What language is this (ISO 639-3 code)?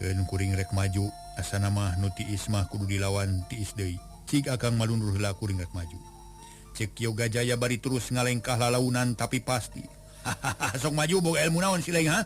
sun